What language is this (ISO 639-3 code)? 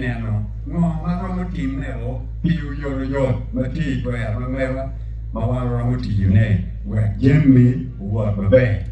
ach